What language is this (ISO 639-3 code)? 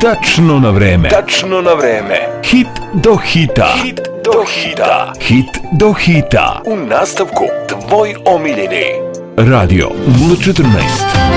srp